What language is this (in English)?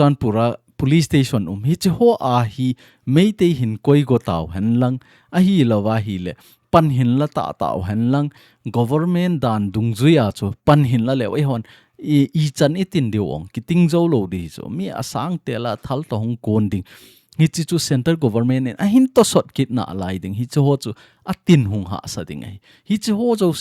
Thado Chin